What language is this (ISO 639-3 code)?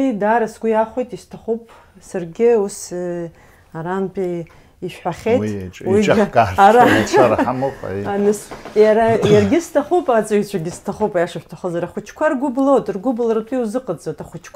abk